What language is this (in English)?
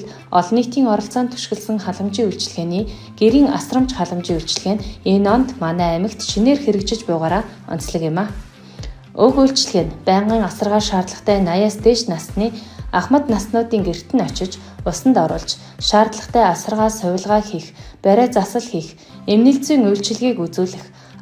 Mongolian